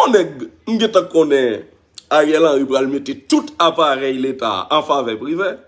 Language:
Haitian Creole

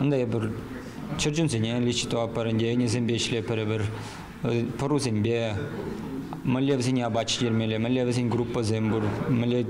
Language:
Chuvash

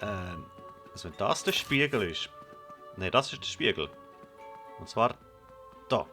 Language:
Swiss German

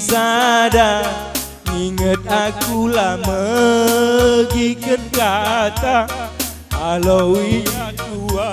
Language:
Batak Karo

